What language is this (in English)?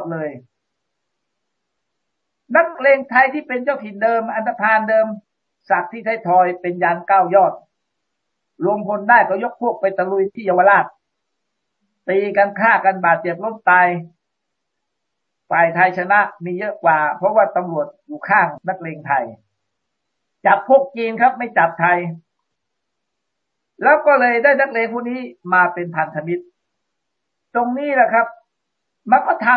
Thai